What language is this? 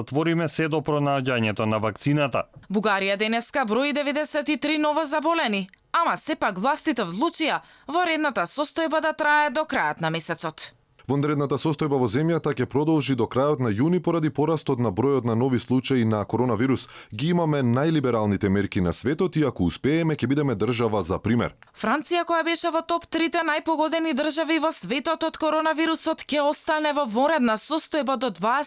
Macedonian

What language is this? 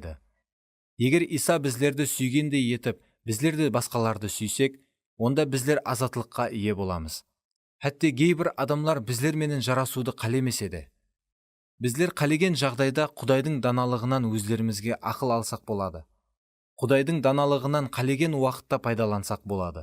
Kara-Kalpak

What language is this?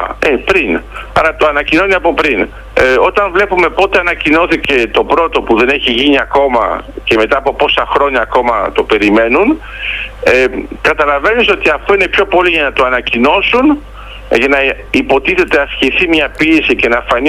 Greek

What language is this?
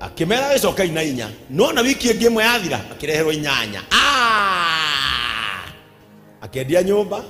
Kikuyu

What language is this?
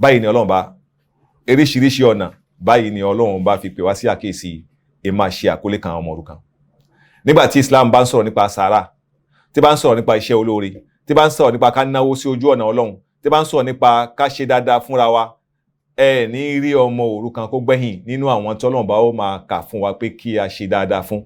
Yoruba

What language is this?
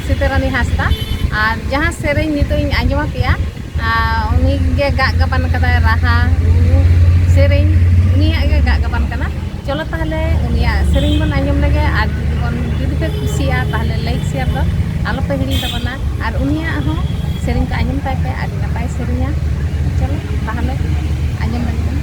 Santali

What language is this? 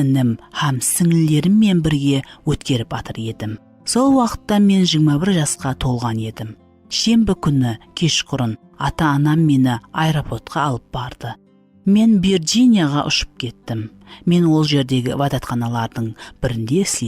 Kara-Kalpak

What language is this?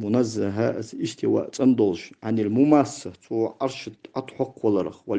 Ingush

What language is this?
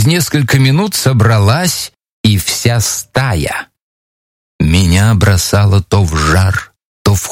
Russian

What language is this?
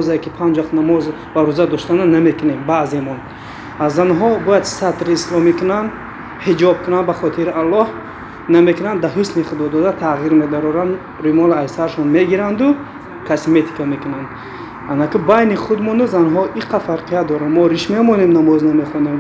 Tajik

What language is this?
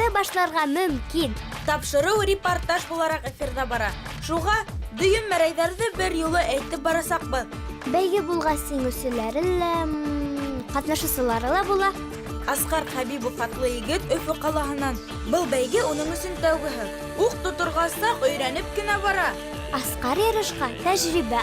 Bashkir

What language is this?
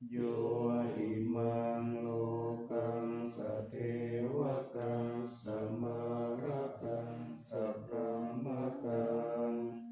Pali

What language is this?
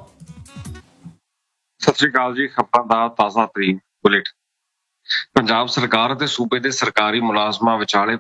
Punjabi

